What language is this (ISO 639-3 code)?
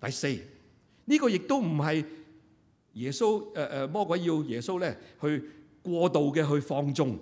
yue